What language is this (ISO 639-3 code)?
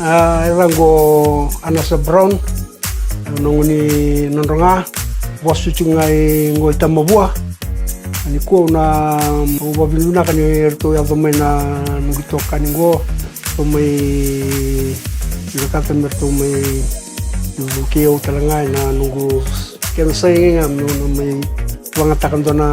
fij